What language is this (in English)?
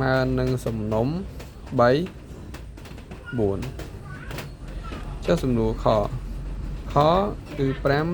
Khmer